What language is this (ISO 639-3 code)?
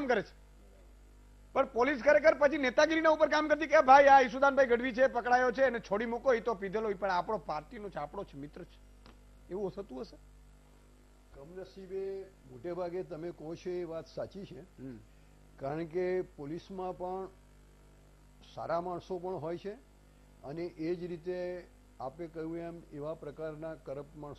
guj